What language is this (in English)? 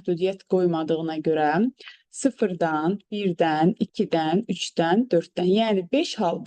Azerbaijani